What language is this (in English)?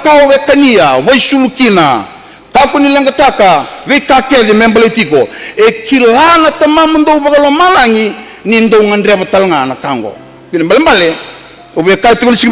Fijian